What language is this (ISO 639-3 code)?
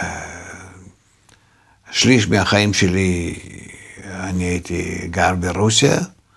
heb